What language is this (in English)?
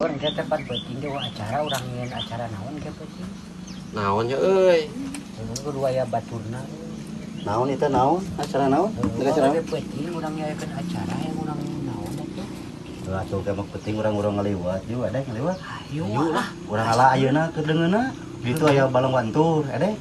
Sundanese